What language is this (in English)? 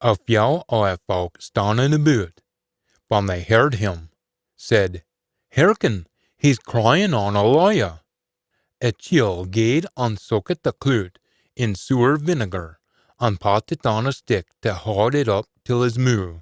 Scots